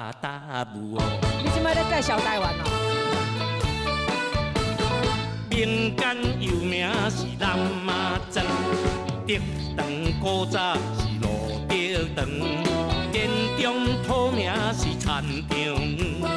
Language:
Chinese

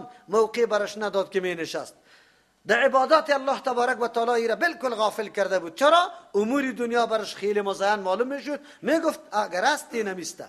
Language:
Persian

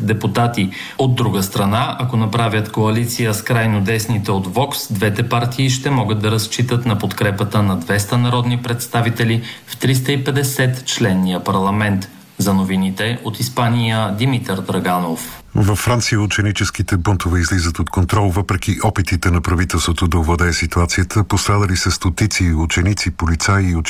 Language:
Bulgarian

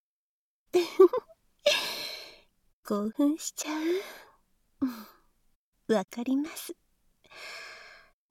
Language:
Japanese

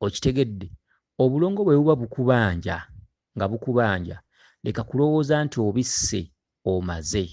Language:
Ganda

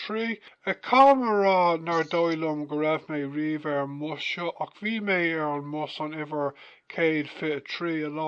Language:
Irish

